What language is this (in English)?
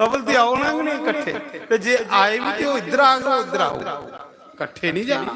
Dogri